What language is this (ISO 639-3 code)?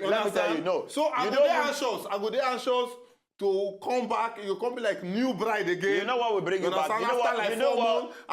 pcm